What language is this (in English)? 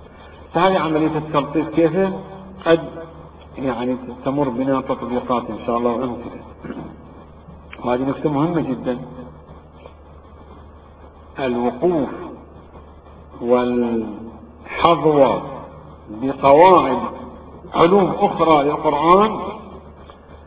Arabic